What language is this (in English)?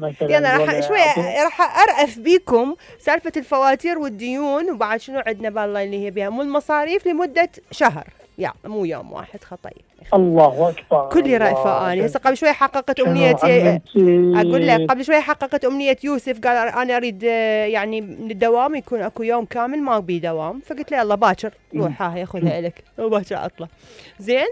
Mesopotamian Arabic